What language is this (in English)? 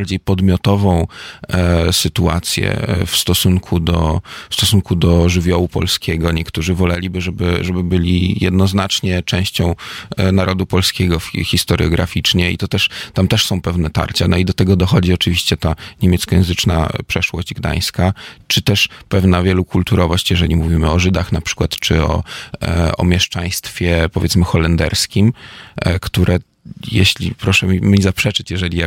Polish